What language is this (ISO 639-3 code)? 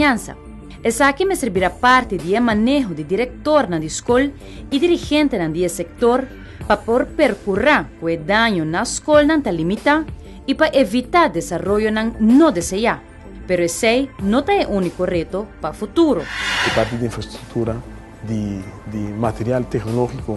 pap